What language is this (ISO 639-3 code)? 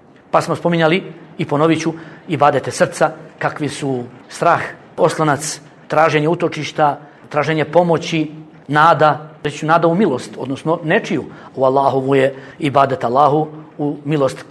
bos